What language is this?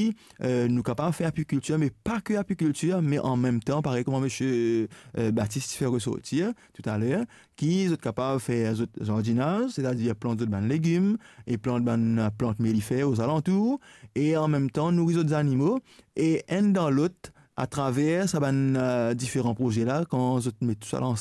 Morisyen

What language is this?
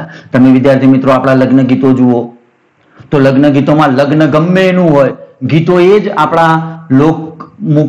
Gujarati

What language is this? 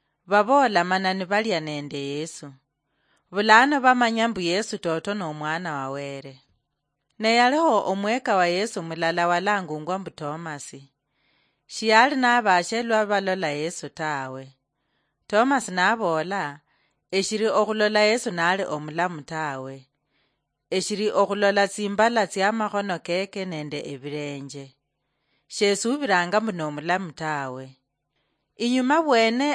Luyia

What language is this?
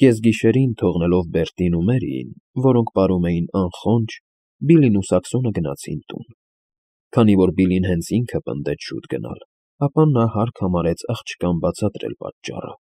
Armenian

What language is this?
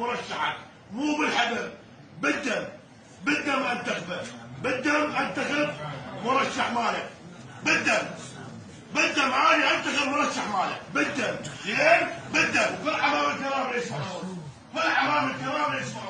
Mesopotamian Arabic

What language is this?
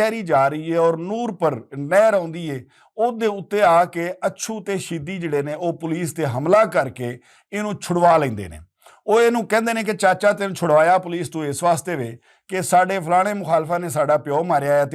Western Panjabi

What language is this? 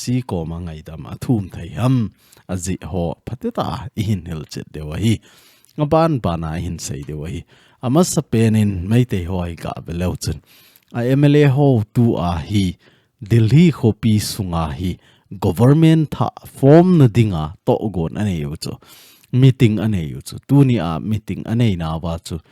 Thado Chin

